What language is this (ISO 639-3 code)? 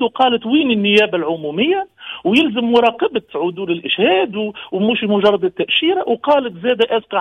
aeb